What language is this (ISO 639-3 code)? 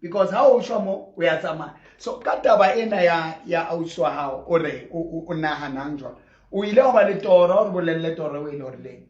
sot